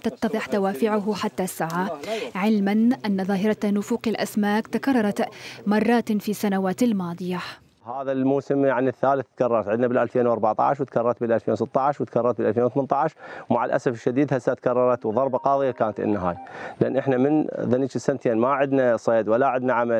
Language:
Mesopotamian Arabic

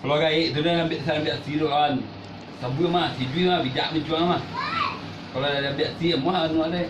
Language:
Minangkabau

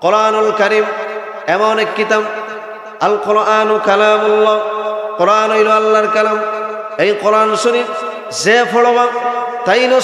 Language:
Sylheti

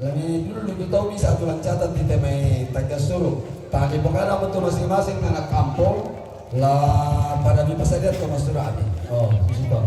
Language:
Toraja-Sa'dan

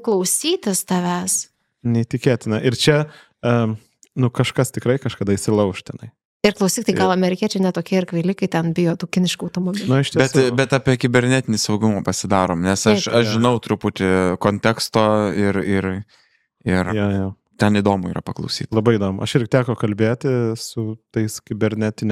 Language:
Lithuanian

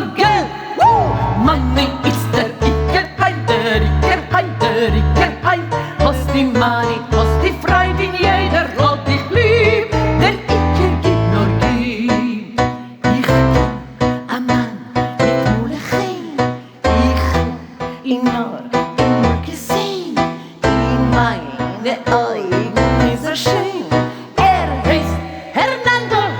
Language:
Yiddish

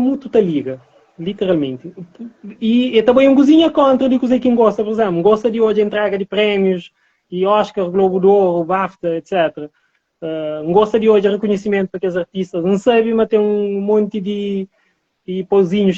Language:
Kabuverdianu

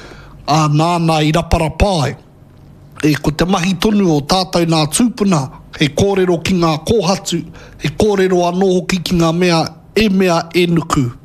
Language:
Māori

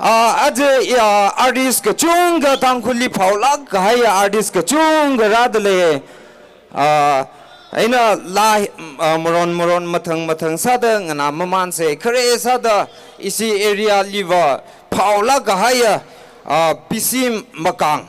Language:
Tangkhul Naga (India)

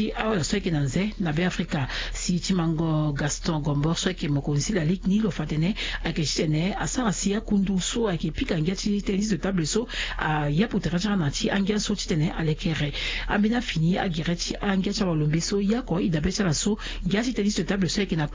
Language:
Sango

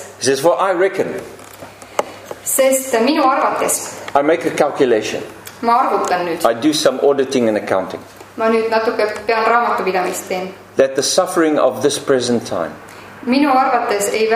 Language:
Estonian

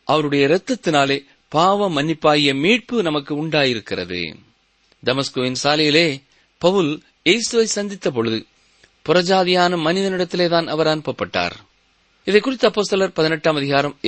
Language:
Tamil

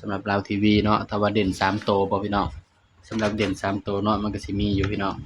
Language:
Northeastern Thai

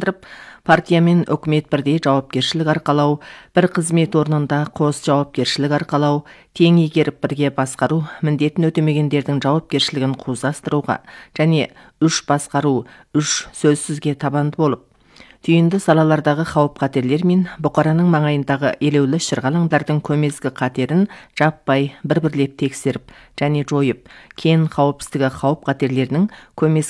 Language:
Kazakh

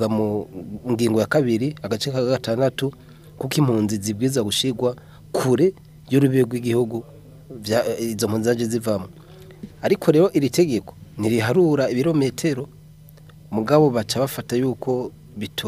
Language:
Rundi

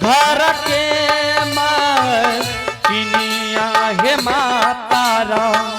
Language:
Angika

